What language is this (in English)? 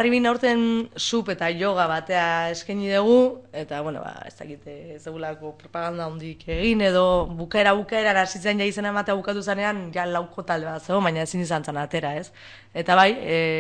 Basque